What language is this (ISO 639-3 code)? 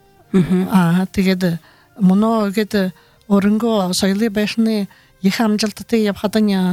bua